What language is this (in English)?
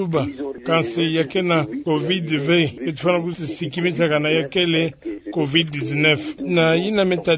Kituba (Democratic Republic of Congo)